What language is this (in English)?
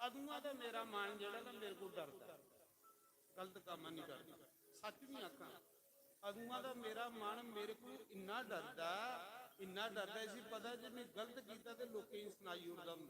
Dogri